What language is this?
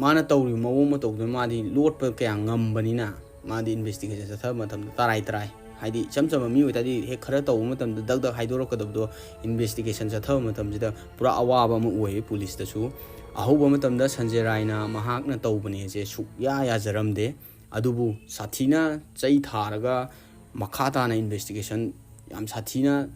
Manipuri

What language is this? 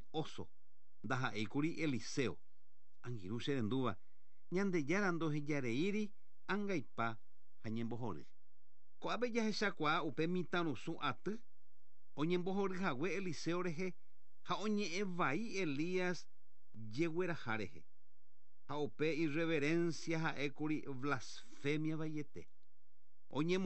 Guarani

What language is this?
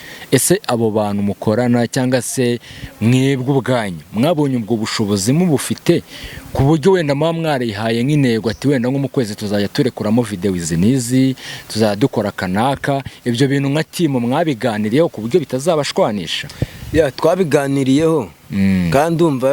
Kinyarwanda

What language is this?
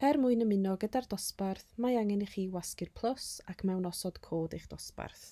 Welsh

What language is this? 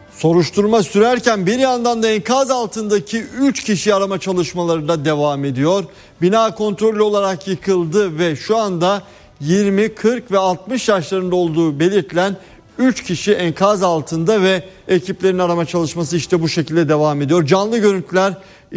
Turkish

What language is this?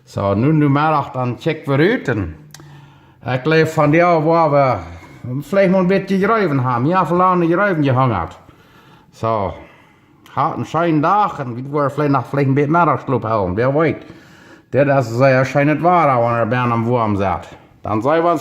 Plautdietsch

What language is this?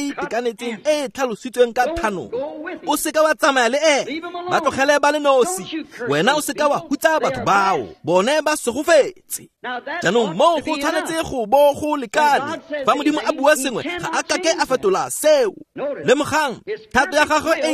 Tswana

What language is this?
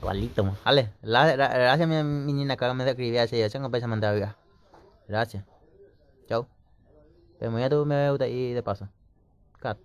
Guarani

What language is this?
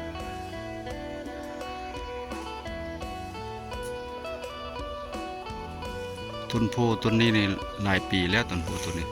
Lao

